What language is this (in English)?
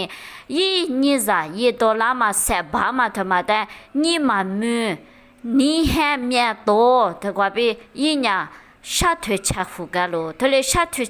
Lisu